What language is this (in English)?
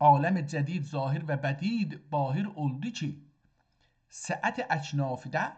South Azerbaijani